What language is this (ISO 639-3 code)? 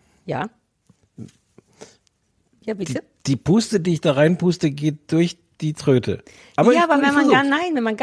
deu